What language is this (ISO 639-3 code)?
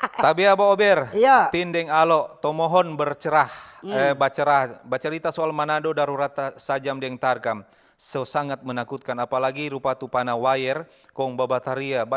xmm